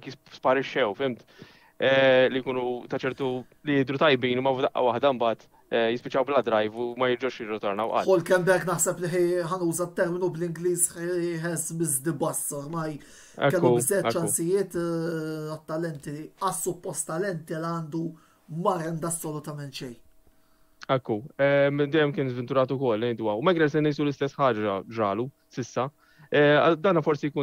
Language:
Maltese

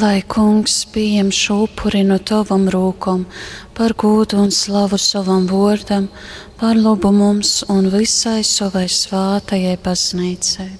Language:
Latgalian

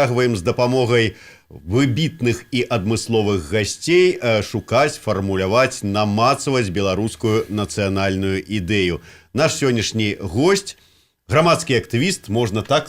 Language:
Belarusian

